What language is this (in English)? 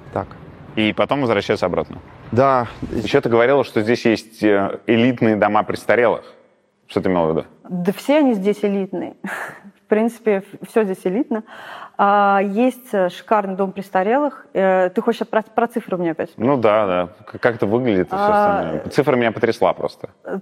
Russian